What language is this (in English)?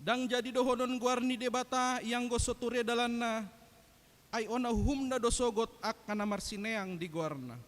Batak Toba